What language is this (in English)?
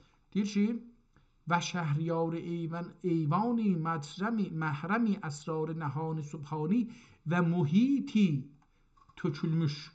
South Azerbaijani